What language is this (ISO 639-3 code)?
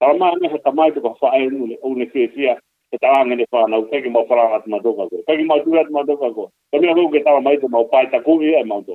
ton